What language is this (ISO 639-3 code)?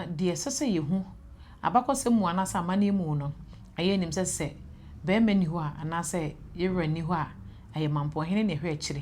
aka